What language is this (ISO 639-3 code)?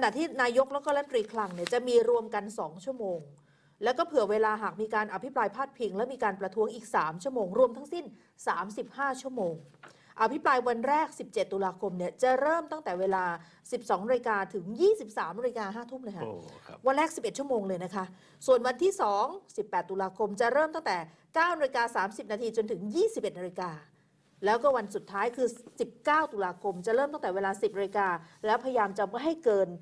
tha